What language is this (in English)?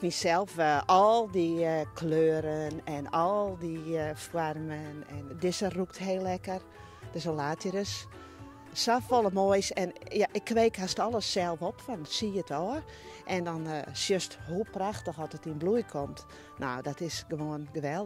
Western Frisian